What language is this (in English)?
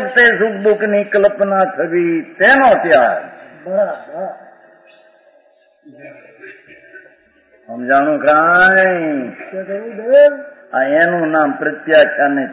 Gujarati